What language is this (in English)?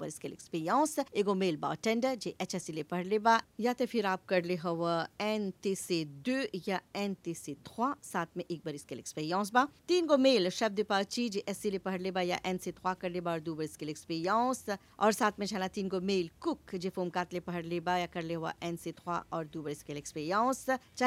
Bhojpuri